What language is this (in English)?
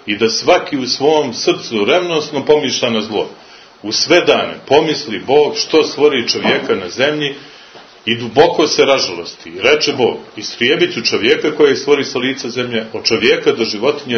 Serbian